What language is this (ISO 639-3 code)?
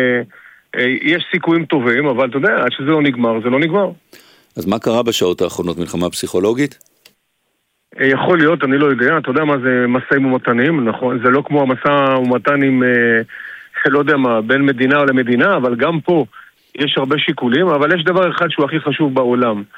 heb